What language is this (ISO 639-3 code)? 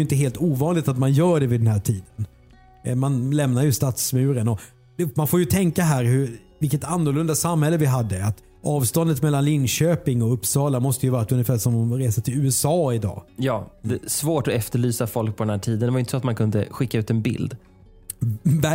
swe